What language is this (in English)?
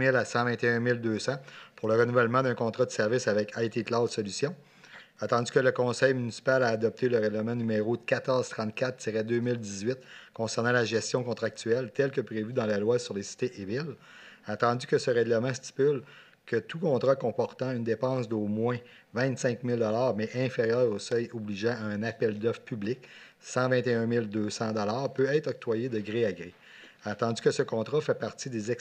French